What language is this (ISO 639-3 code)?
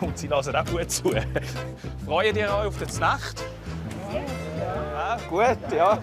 gsw